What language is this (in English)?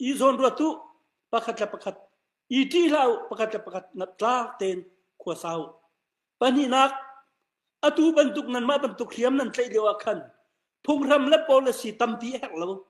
Hakha Chin